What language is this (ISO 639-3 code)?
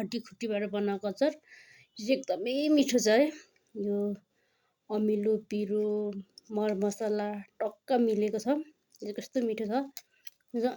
nep